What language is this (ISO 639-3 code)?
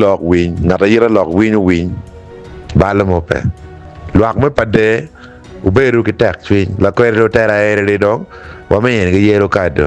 ach